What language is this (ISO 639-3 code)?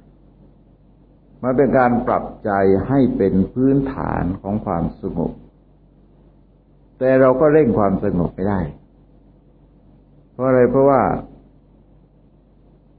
tha